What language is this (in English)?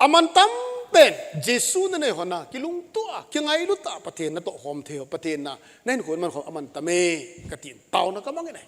Thado Chin